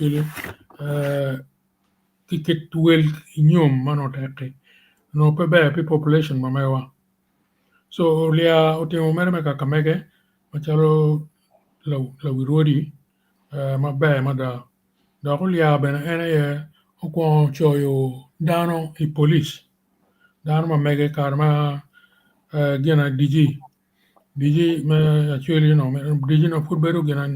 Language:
Acoli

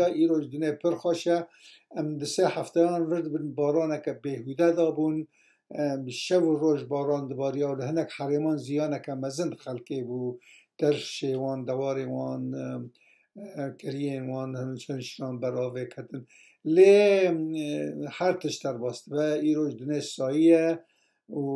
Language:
Kurdish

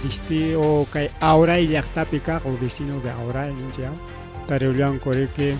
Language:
Ayacucho Quechua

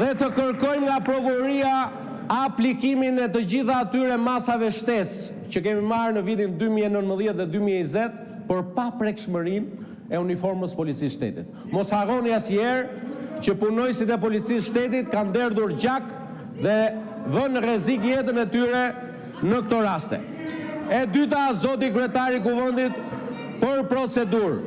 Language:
Albanian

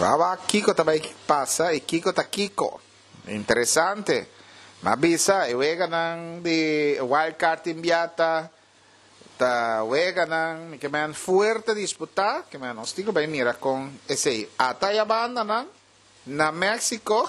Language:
Papiamento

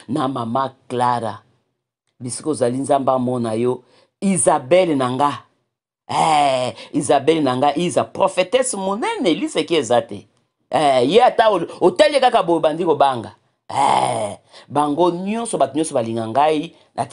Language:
Lingala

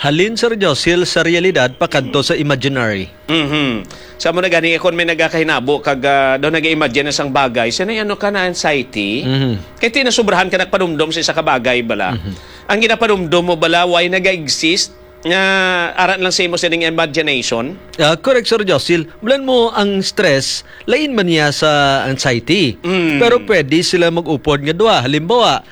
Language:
Hiligaynon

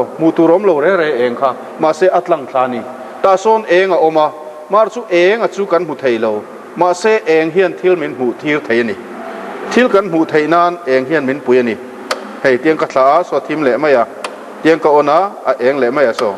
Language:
Mizo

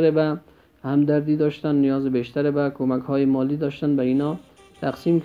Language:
Persian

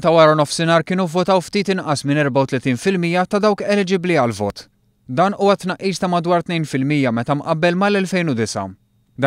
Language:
Maltese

